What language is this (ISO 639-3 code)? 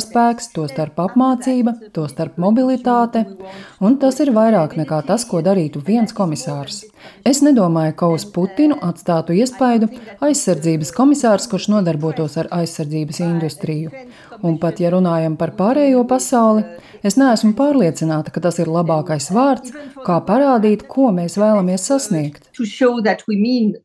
lav